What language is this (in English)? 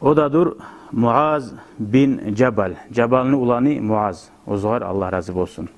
Kumyk